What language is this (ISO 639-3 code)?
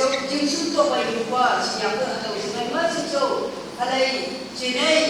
nph